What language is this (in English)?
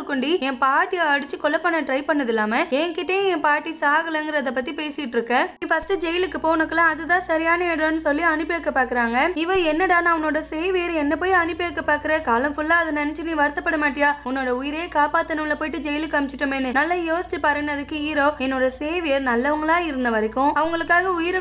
Tamil